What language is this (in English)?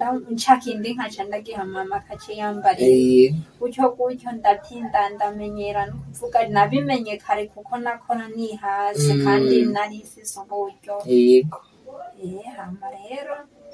Rundi